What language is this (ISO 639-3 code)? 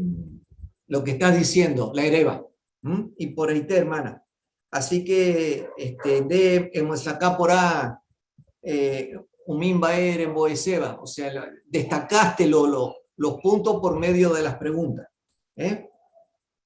grn